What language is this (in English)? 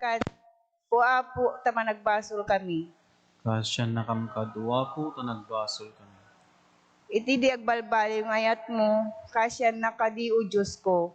Iloko